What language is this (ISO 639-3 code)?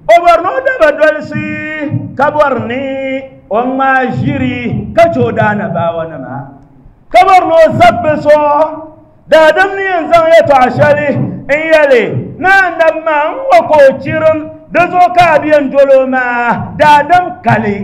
dag